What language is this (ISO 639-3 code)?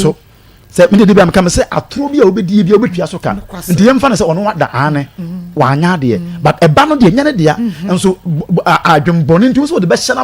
aka